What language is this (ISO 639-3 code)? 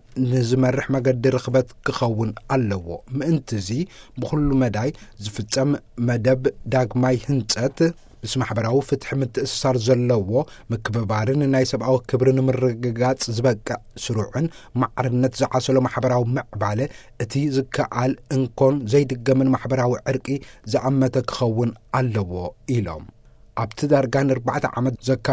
tir